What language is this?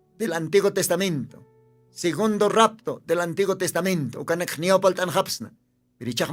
Aymara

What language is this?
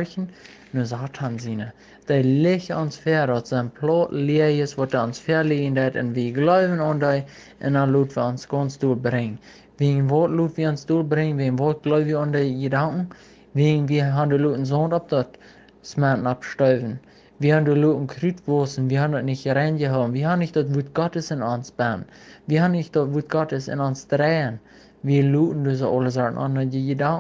Plautdietsch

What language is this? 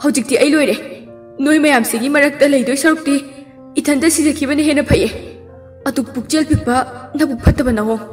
Manipuri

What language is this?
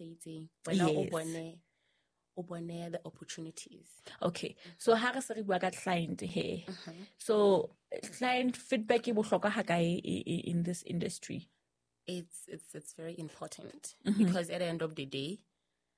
Southern Sotho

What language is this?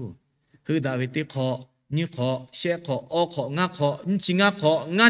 Lahu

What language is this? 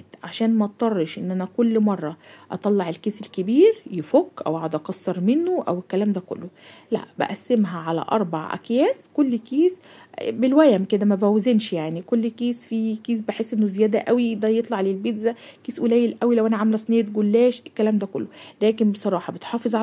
Egyptian Arabic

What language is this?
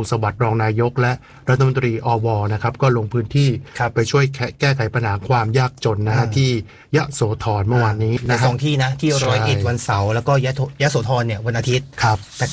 Thai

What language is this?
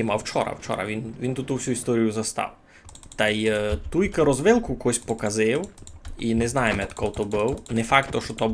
Rusyn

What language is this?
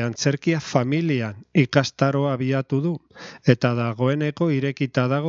Basque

